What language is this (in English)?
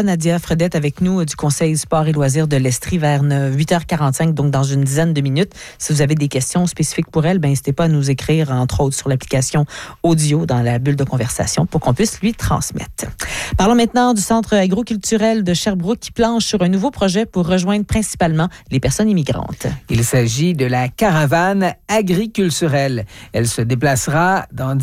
French